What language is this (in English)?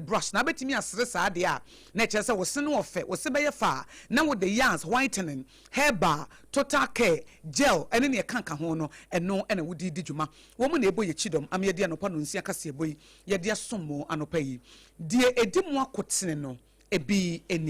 Akan